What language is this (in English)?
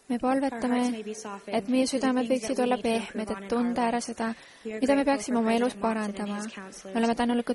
Estonian